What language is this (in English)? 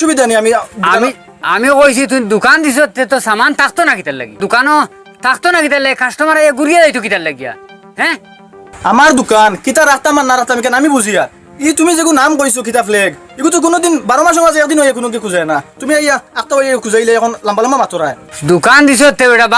Sylheti